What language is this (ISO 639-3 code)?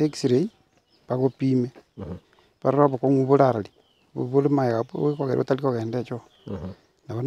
guz